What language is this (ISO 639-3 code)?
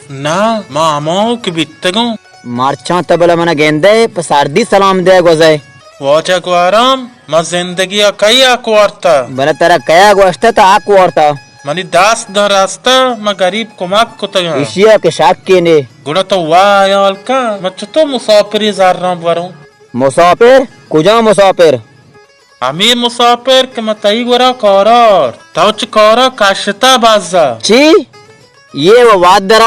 bal